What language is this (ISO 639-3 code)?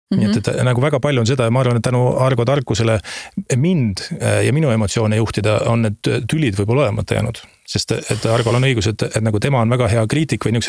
est